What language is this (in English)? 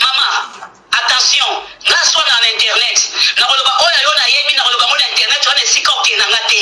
Lingala